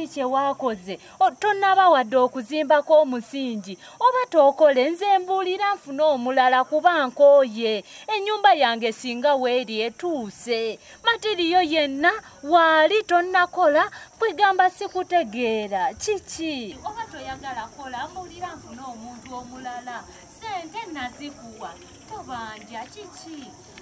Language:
Ganda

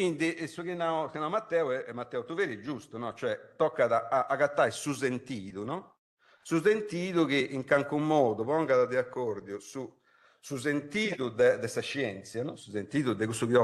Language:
Sardinian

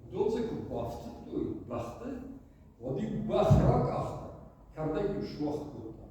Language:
Ossetic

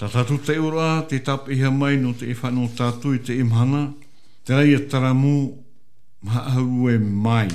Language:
Tahitian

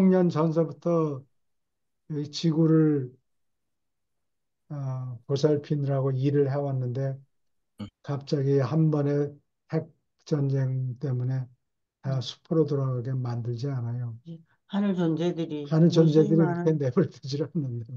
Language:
Korean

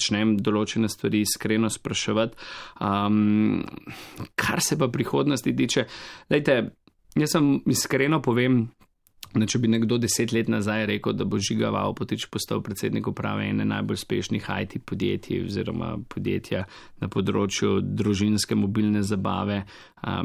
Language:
Slovenian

